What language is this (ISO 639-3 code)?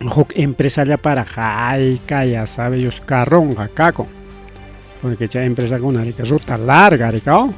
quy